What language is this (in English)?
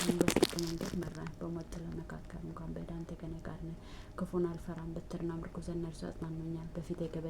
Amharic